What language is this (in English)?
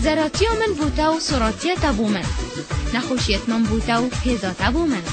Kurdish